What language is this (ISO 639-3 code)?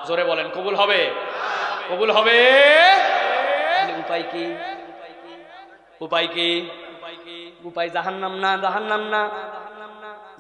ben